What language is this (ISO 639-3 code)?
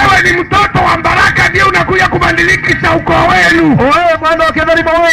mer